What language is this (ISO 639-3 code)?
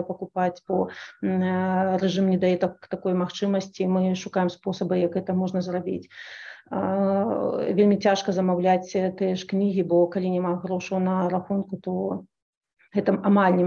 bel